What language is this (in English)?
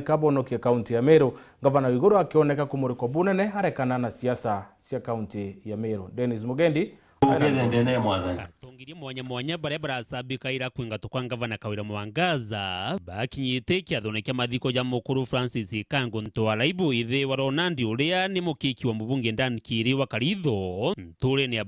Meru